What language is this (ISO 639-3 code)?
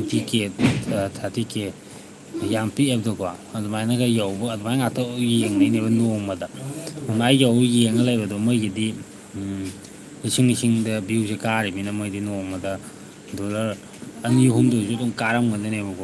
mni